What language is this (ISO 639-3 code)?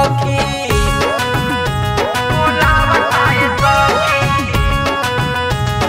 bho